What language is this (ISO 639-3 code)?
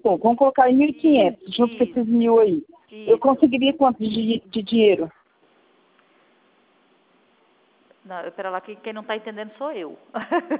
por